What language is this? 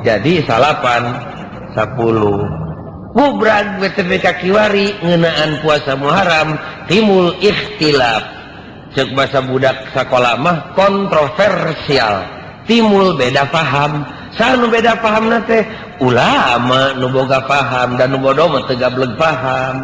Sundanese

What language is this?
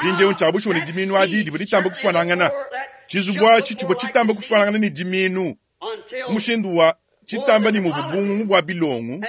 Luba-Lulua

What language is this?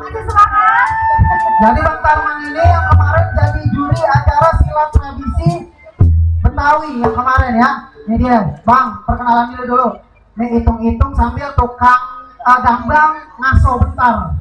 Betawi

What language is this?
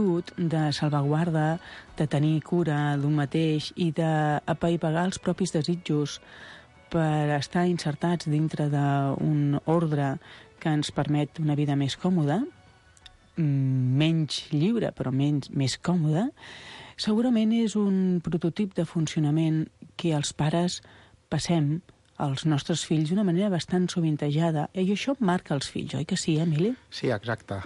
Catalan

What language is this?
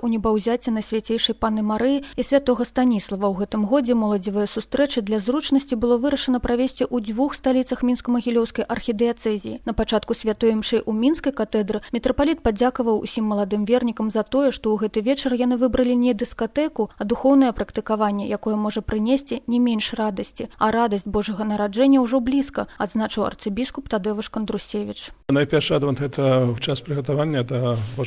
Belarusian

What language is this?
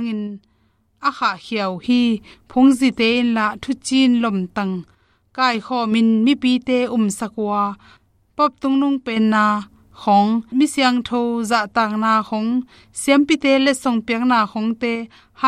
Tedim Chin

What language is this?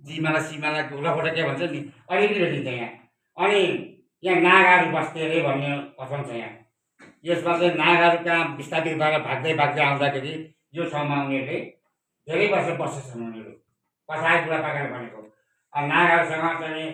Nepali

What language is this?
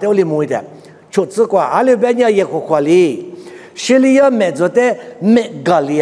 Lisu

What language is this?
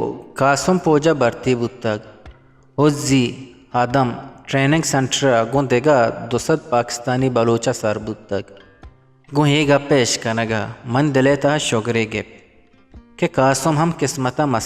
Eastern Balochi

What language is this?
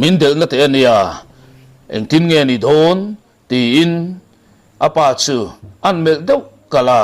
Mizo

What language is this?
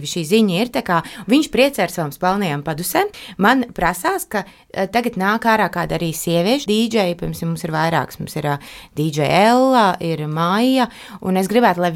Latvian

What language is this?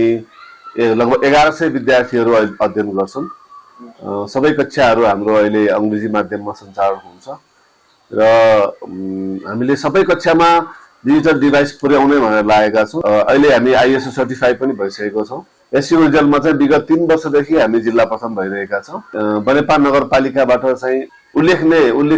Nepali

